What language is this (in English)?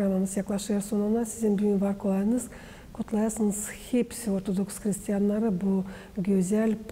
Gagauz